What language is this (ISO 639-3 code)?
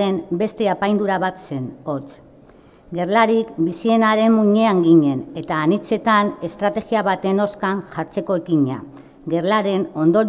eus